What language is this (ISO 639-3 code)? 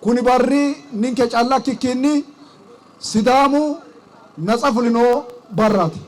sid